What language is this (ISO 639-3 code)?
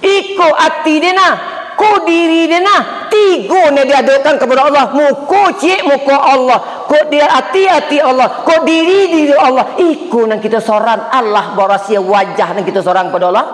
min